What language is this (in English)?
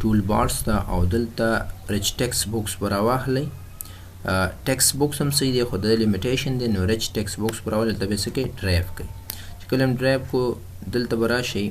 Pashto